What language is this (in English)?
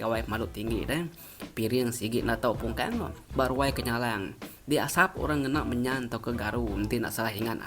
Iban